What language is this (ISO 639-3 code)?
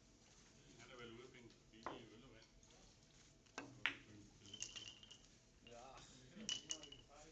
dan